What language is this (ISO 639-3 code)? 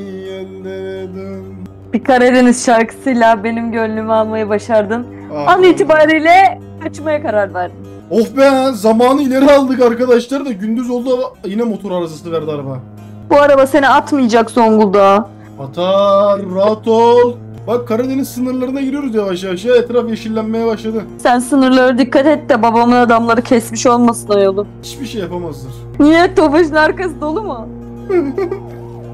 tur